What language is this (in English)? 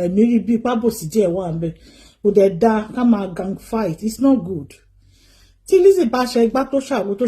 Yoruba